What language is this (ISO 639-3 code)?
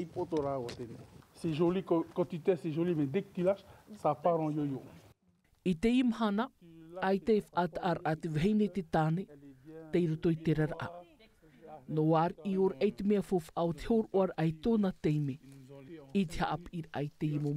tah